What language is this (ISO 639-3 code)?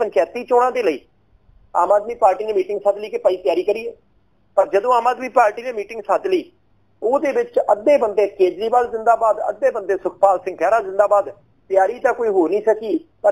pan